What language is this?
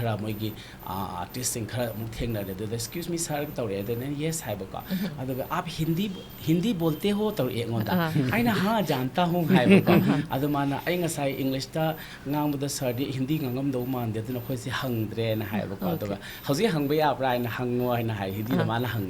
Manipuri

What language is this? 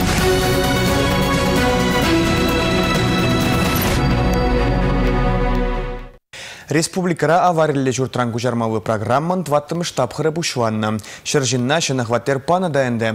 Chuvash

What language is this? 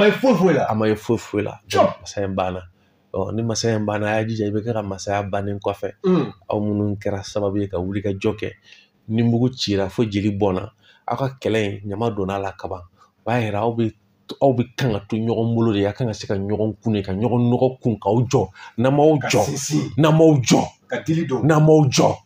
Bambara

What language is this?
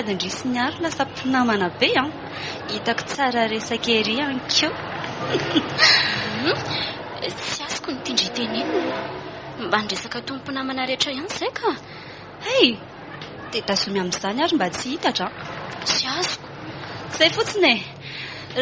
Malagasy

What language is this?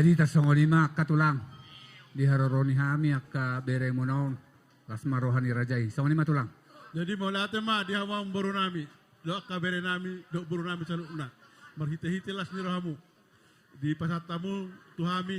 Batak Toba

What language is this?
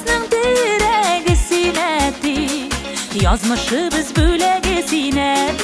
Bashkir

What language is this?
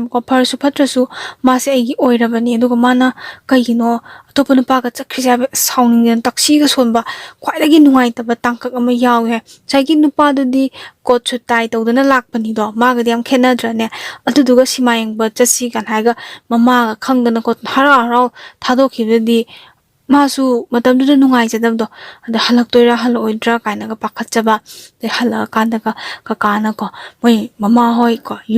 Manipuri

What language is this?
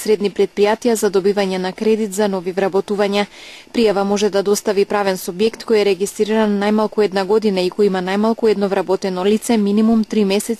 Macedonian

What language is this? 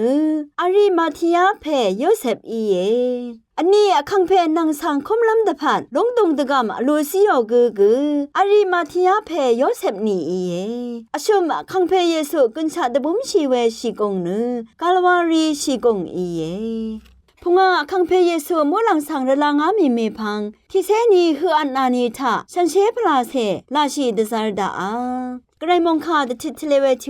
Rawang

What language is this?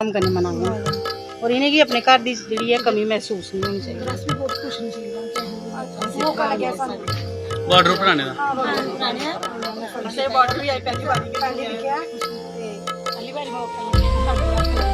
Dogri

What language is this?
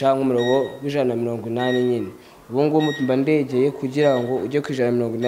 Kinyarwanda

